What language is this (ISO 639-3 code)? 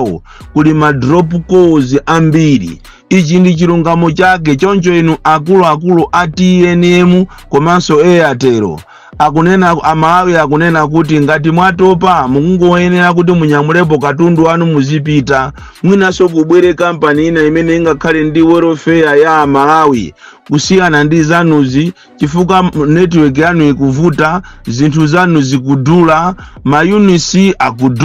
nya